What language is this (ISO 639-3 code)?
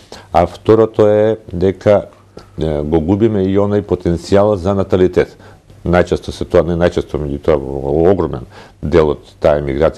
mkd